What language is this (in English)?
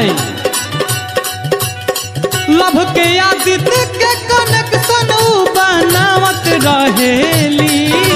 Bhojpuri